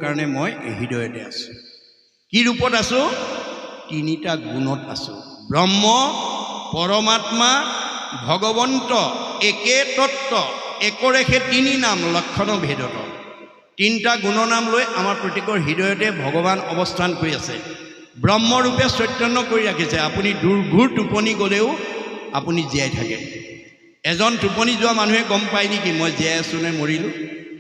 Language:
Assamese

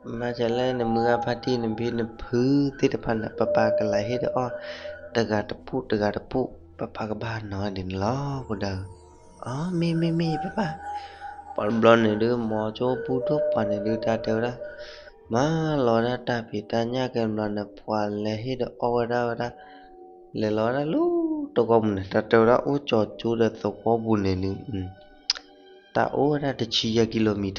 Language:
S'gaw Karen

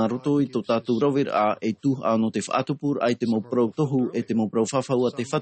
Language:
Tahitian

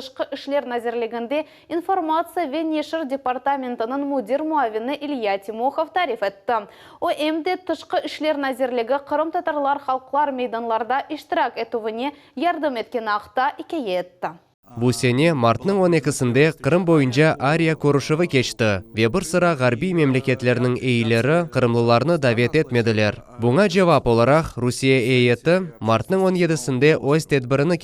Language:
Crimean Tatar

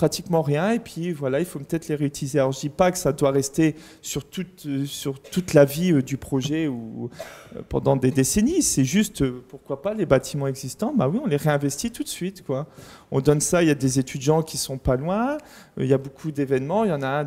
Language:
French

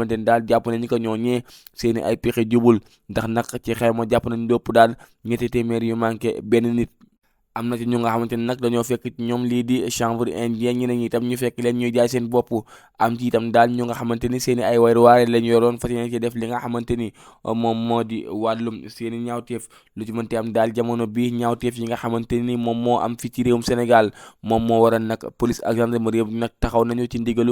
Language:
Wolof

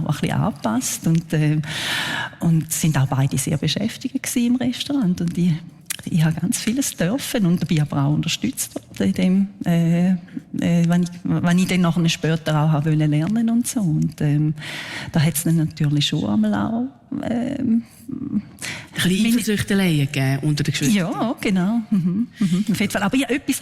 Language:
Swiss German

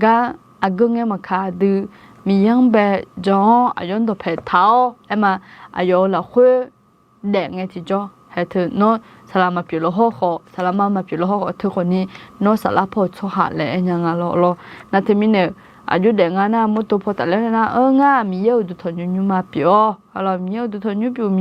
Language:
Akha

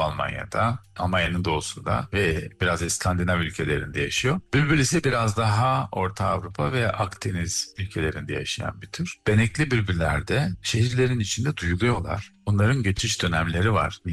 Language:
Turkish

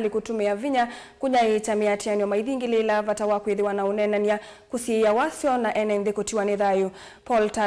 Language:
Kamba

